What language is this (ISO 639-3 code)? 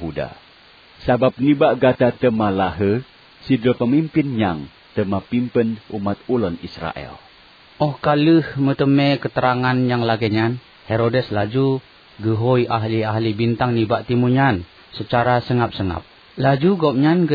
ace